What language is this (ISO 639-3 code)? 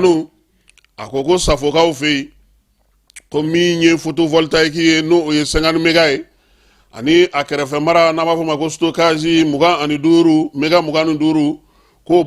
bam